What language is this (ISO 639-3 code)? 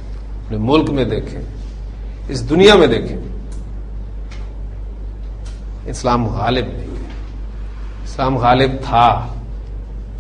urd